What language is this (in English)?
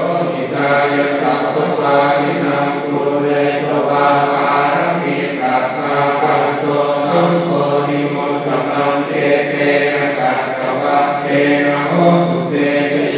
Pali